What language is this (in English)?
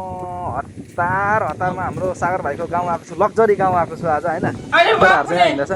Nepali